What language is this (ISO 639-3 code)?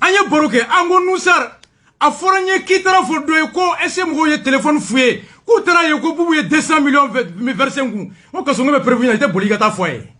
bam